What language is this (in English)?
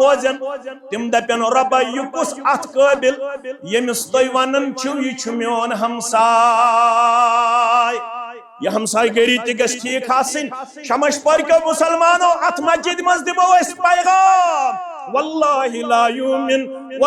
Kashmiri